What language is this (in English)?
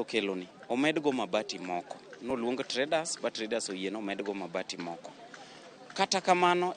Luo (Kenya and Tanzania)